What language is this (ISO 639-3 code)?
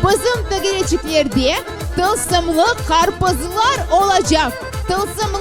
crh